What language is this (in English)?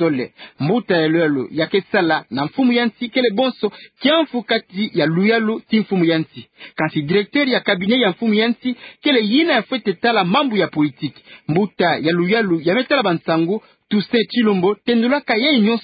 Kituba (Democratic Republic of Congo)